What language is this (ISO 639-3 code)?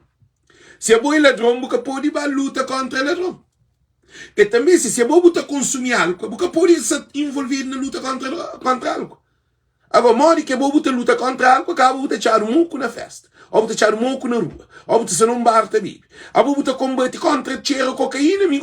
kea